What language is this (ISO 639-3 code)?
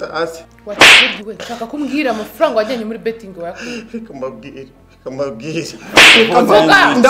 kin